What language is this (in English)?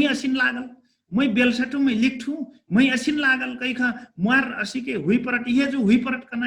Dangaura Tharu